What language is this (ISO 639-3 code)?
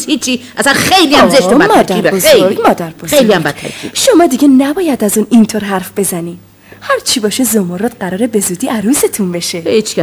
fas